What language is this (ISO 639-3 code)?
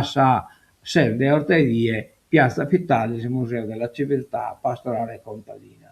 srd